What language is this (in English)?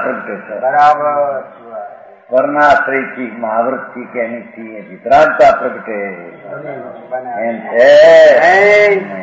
Gujarati